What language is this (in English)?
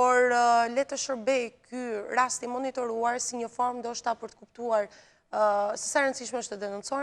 Albanian